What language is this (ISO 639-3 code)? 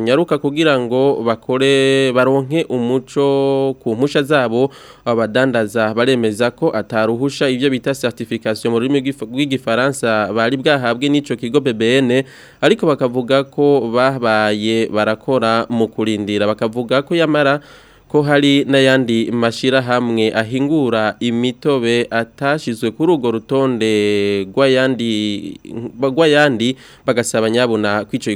run